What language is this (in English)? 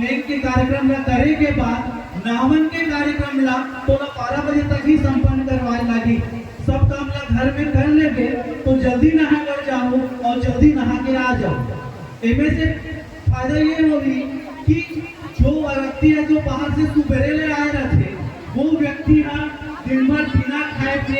Chhattisgarhi